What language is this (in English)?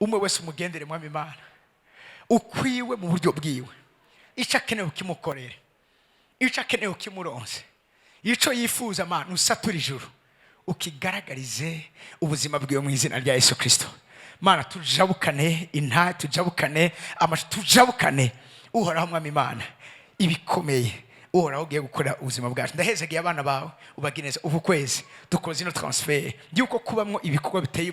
Rundi